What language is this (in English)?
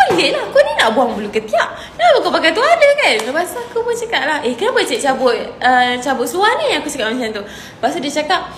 Malay